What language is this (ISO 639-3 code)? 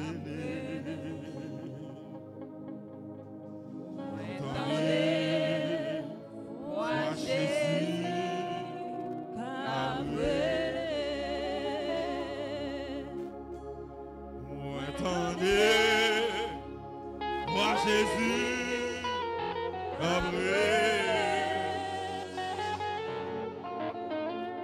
hat